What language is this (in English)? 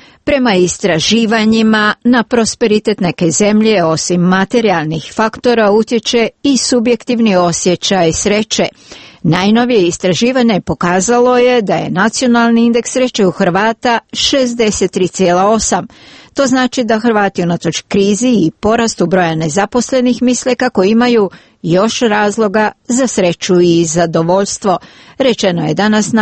Croatian